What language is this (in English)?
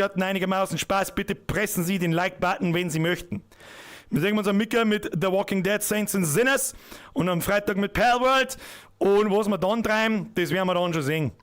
Bavarian